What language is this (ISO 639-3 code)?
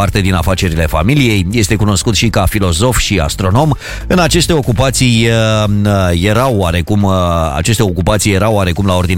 ron